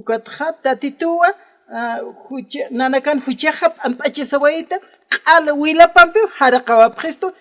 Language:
Aymara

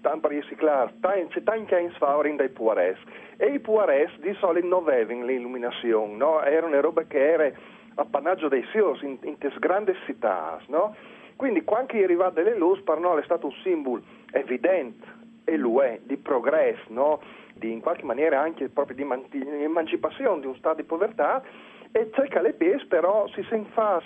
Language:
Friulian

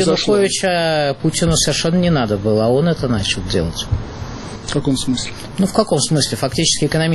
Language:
Russian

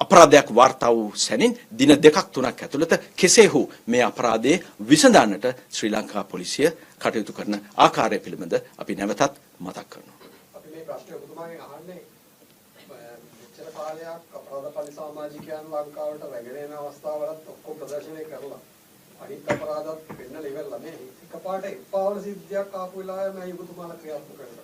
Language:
Sinhala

